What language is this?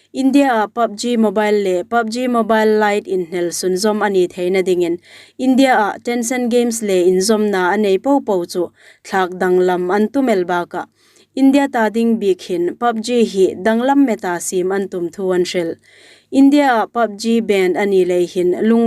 Hmar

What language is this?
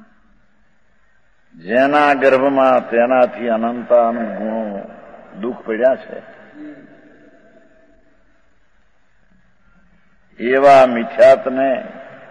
Gujarati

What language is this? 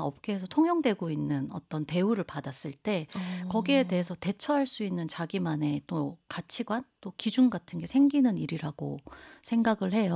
Korean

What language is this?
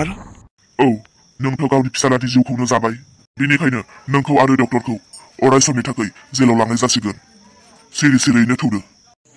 Bodo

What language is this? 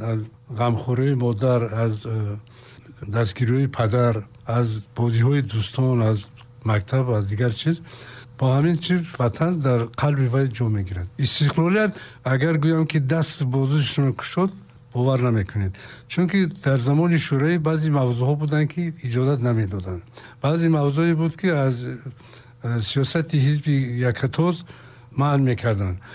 Tajik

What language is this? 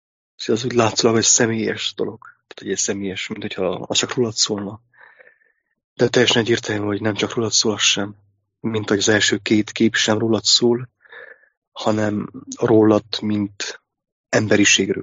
Hungarian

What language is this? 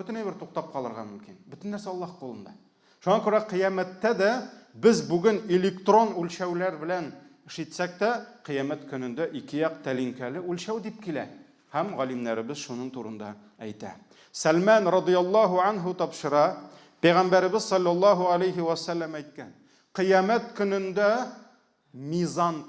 Tatar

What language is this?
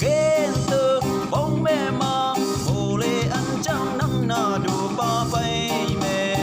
Rumai Palaung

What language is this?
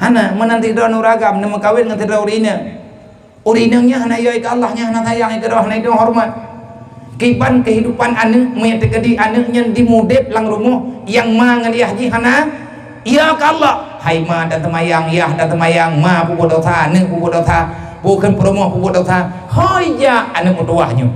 Achinese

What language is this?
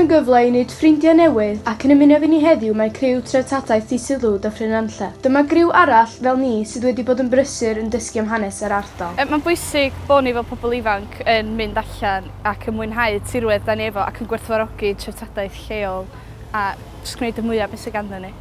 Welsh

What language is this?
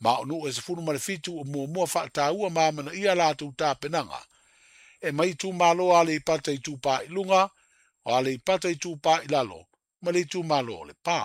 Samoan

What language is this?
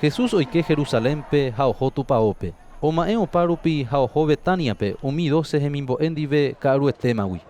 Guarani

